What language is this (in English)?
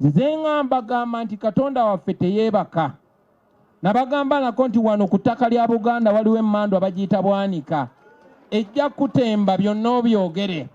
Ganda